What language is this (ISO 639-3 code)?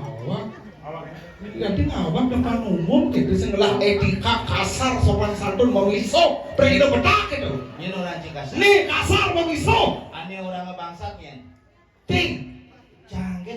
ban